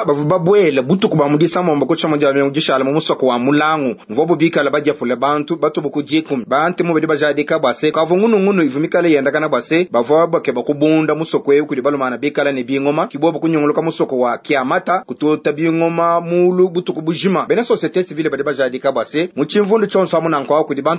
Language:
Luba-Lulua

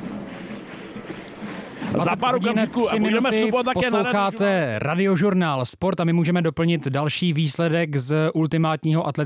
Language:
Czech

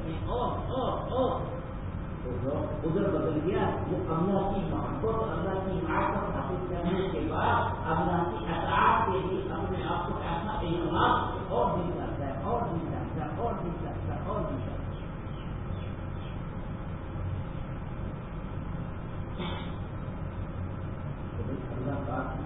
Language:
Urdu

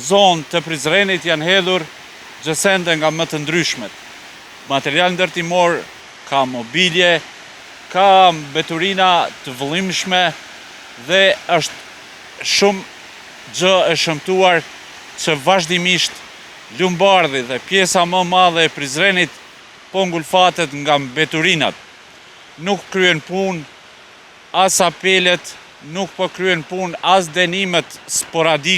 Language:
Albanian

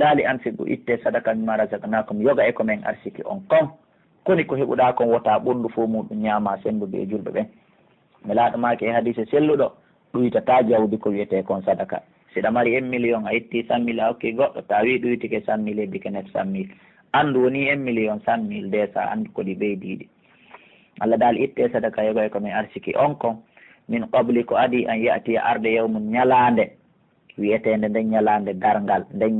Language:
Pular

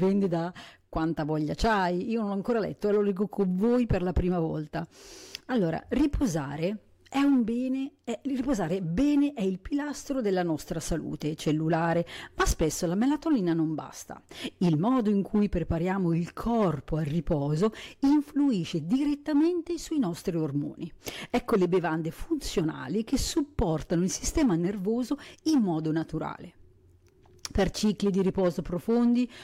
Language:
Italian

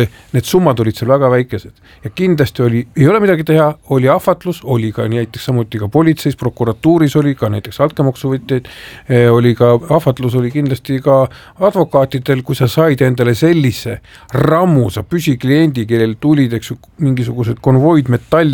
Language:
Estonian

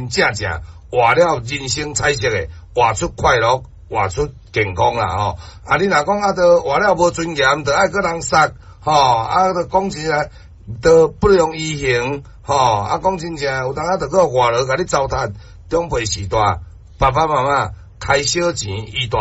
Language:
Min Nan Chinese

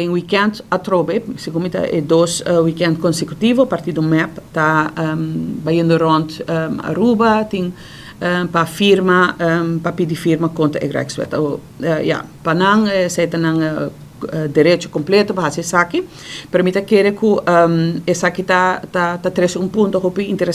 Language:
Papiamento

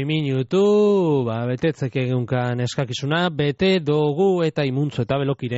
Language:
Basque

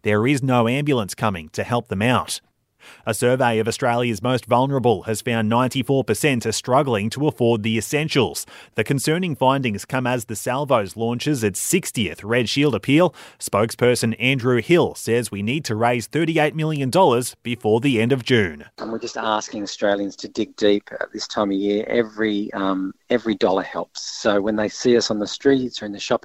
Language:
English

